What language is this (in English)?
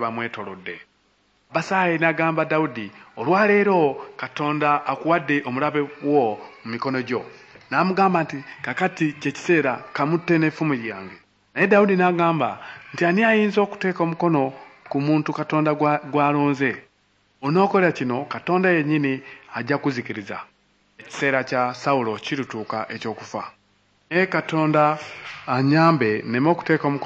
Ganda